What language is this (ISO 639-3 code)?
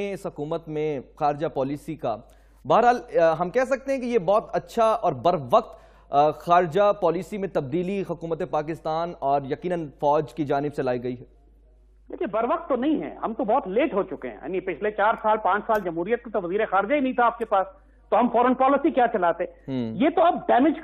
urd